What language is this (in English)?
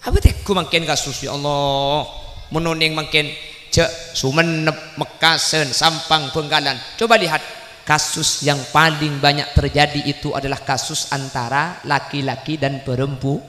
Madurese